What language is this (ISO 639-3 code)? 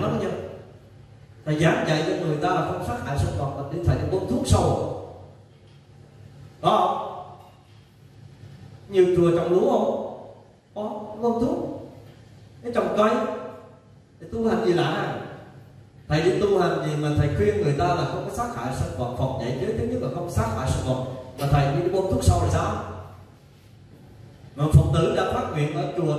vie